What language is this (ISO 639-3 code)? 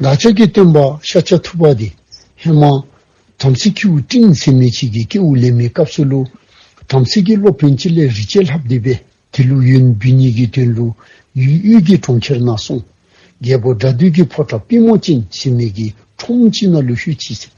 dzo